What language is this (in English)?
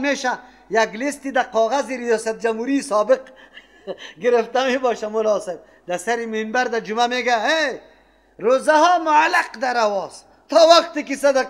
Persian